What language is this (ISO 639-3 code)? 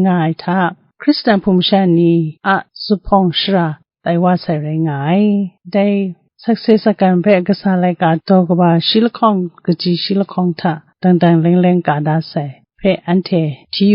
kac